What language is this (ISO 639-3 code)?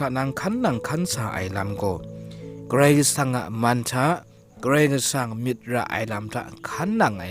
kac